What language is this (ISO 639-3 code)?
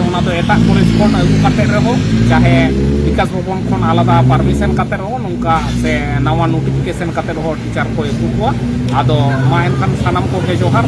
sat